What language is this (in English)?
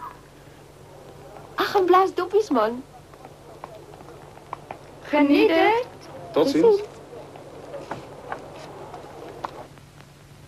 Afrikaans